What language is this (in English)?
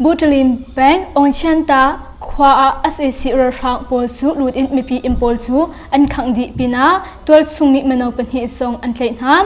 Hakha Chin